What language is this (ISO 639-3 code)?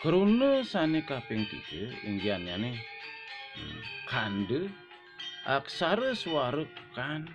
ban